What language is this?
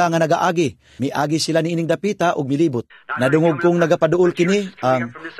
Cebuano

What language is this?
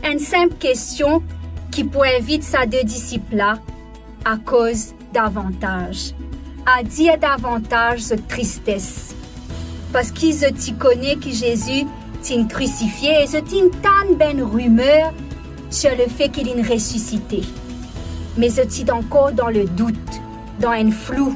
Morisyen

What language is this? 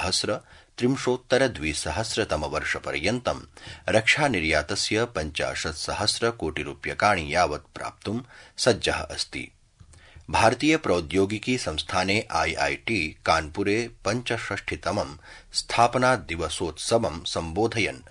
Sanskrit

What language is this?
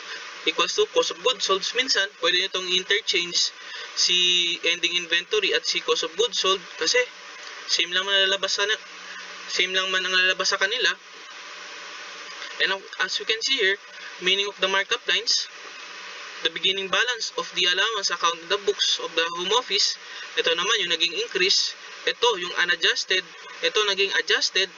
Filipino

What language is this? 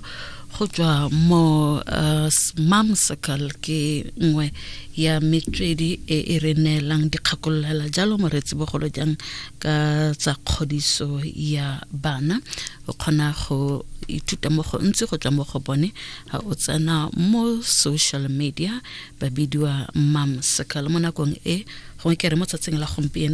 Tswana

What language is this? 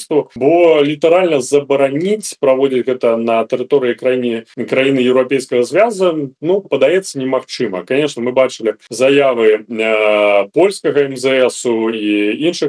Belarusian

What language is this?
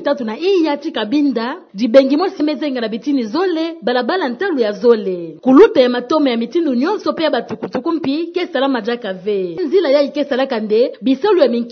Kituba (Democratic Republic of Congo)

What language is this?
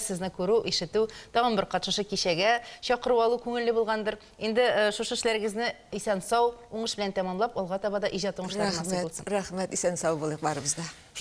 Tatar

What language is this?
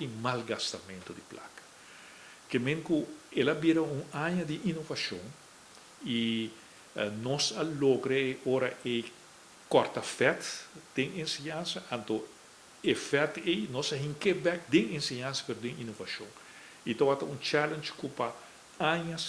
Papiamento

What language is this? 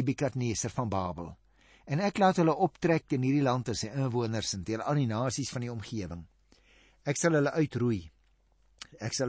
Afrikaans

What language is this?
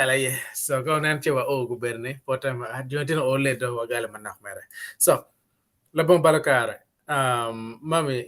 Acoli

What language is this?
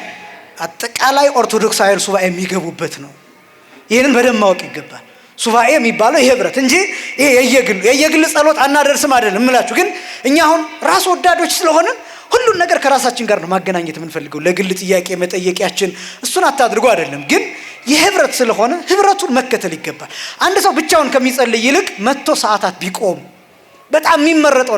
Amharic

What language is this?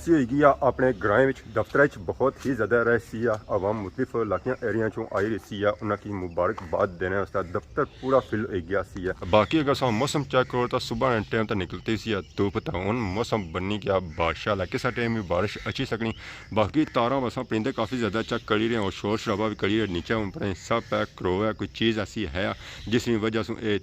Pahari-Potwari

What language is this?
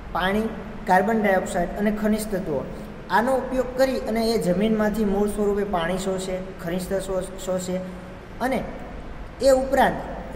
Gujarati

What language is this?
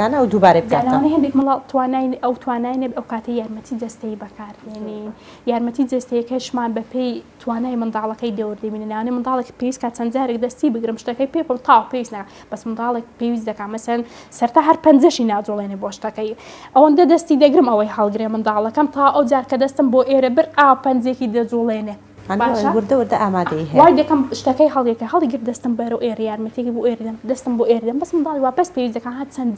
Central Kurdish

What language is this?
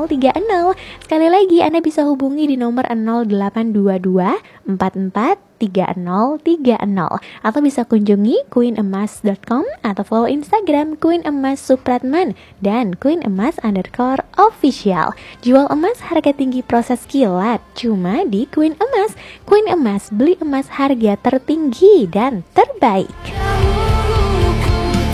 Indonesian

